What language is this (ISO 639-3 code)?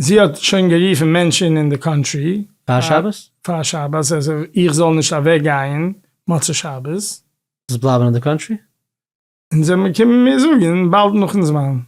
yid